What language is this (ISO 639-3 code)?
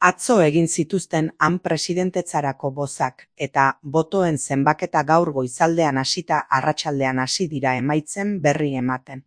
eus